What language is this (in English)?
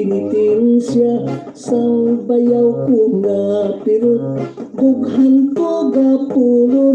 Hiligaynon